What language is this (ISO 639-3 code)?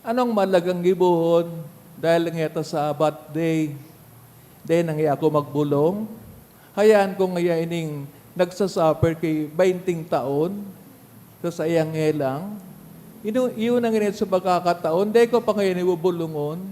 bik